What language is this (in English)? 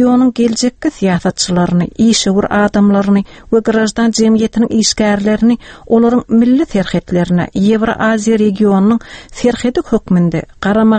Turkmen